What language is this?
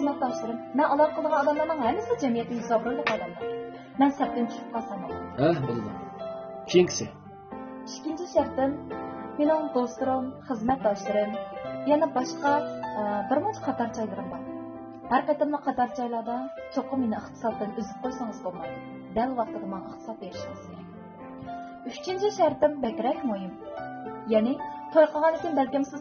Uyghur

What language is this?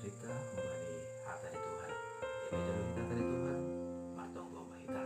Batak Simalungun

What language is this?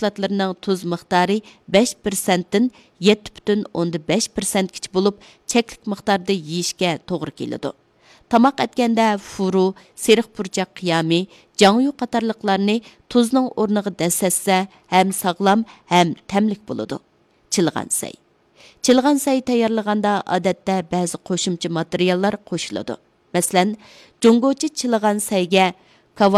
Uyghur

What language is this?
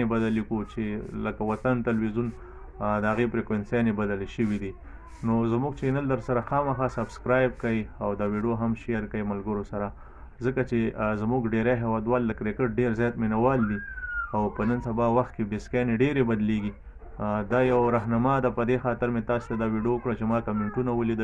Pashto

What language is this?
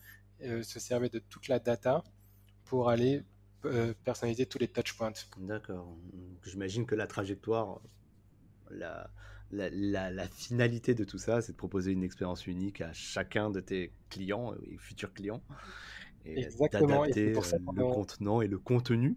French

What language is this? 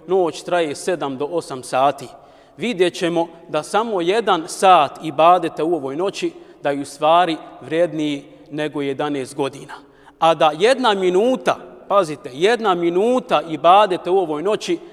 Bosnian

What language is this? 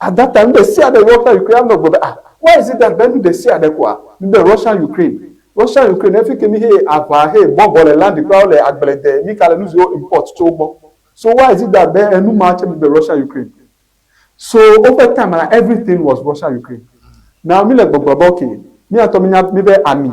Ewe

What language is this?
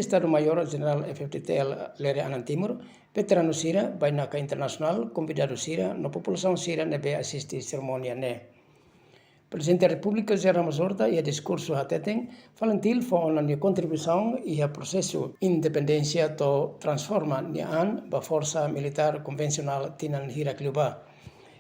Tetum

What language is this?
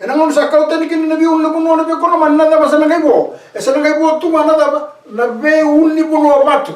Fijian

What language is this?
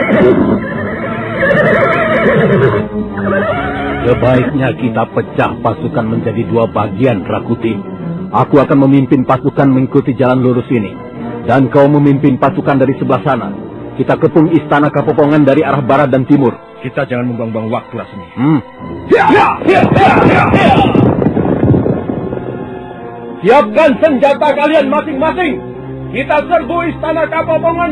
Indonesian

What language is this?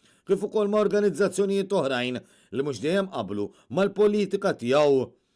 Maltese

